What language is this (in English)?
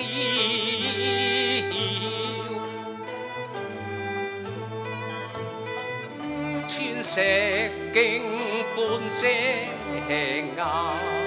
Chinese